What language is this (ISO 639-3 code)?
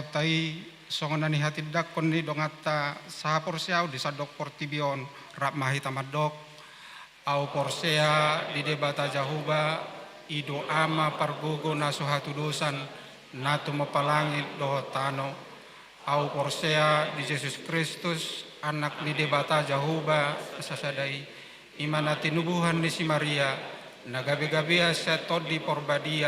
bbc